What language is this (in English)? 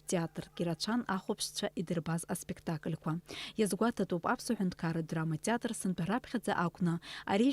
Abkhazian